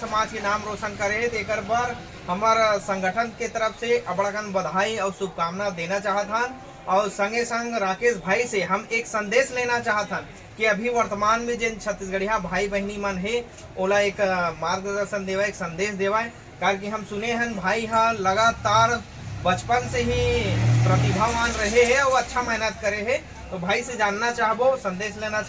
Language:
Chhattisgarhi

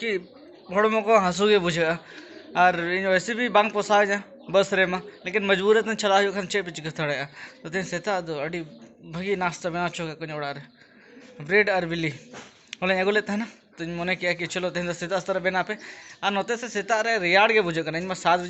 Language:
Santali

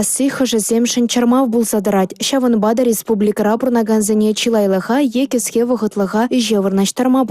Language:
Chuvash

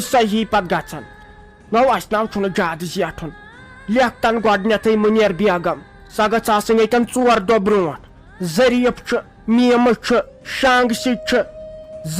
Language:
Kashmiri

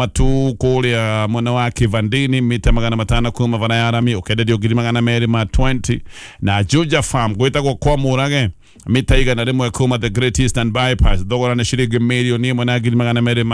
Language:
Kikuyu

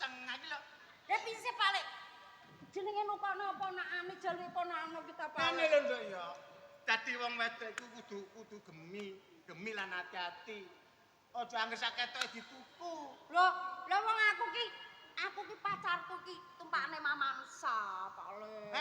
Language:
Javanese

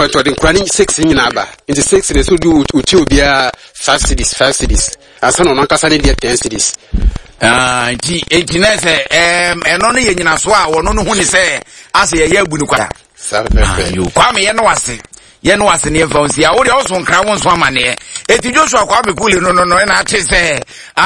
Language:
Akan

